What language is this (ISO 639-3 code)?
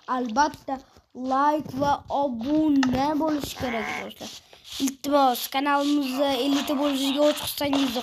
uzb